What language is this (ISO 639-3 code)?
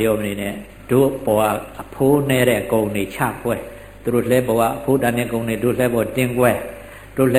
mya